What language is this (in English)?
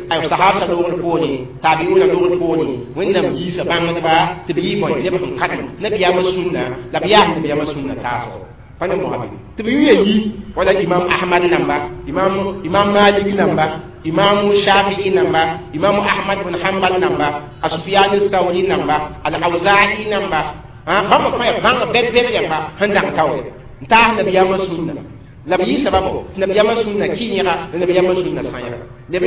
Mossi